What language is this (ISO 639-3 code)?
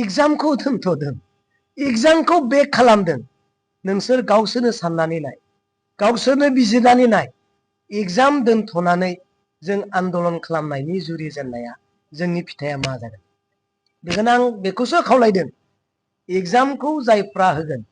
brx